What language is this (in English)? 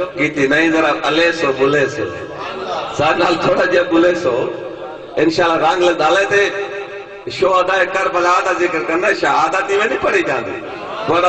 Saraiki